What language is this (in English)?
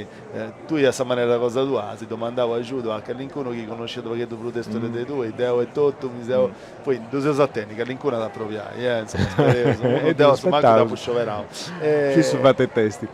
Sardinian